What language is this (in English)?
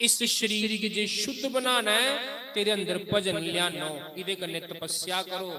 Dogri